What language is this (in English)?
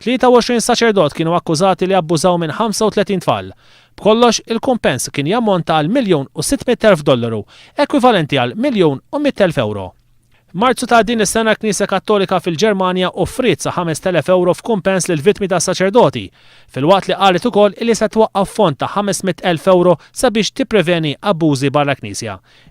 Maltese